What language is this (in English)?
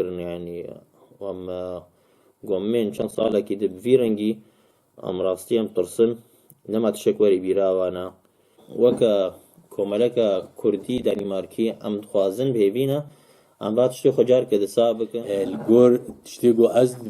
Kurdish